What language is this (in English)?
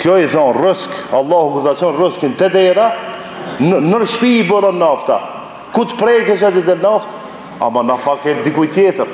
Albanian